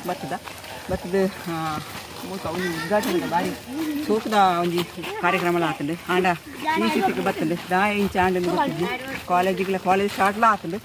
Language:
Tulu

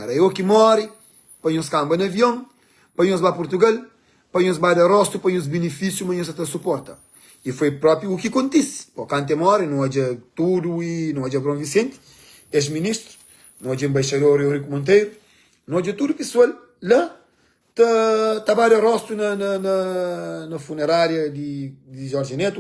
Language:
Kabuverdianu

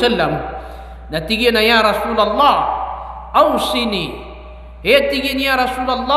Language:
Maranao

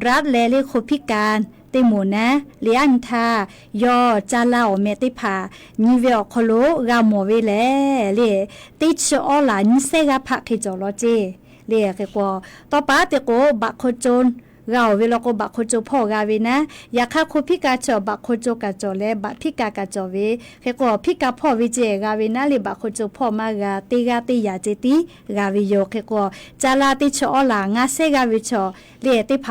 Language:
Lahu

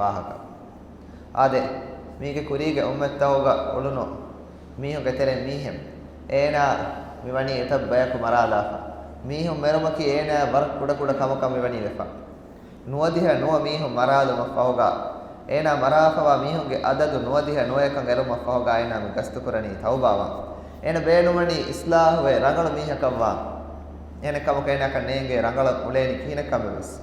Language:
Divehi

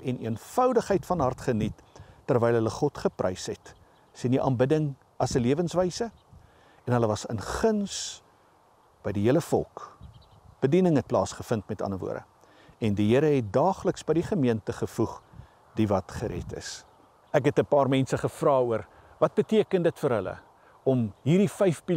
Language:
Afrikaans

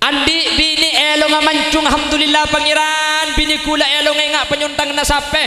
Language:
Madurese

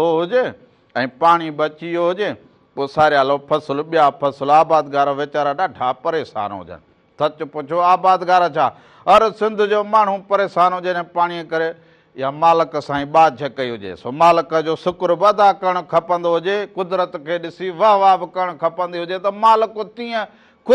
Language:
Sindhi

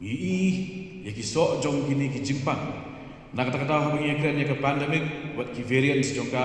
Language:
Khasi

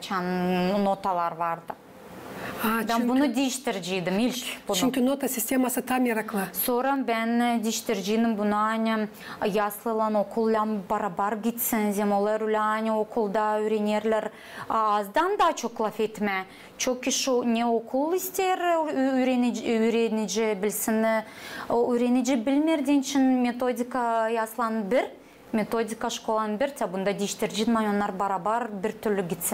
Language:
Gagauz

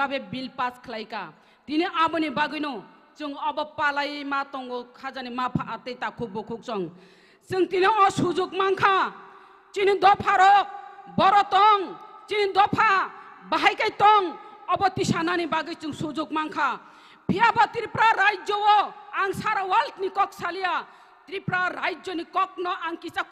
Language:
Kok Borok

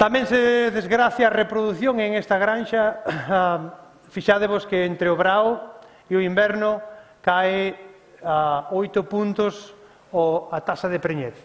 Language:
Galician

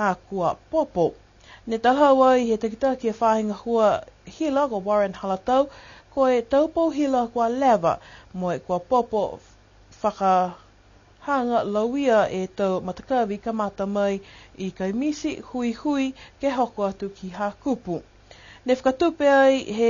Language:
Niuean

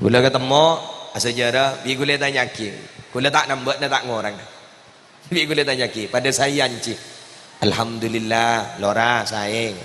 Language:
Madurese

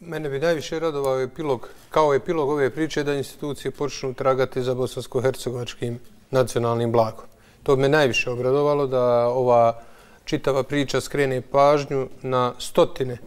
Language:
Bosnian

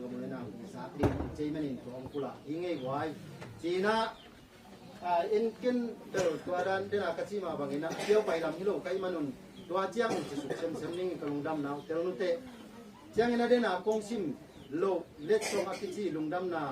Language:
Tedim Chin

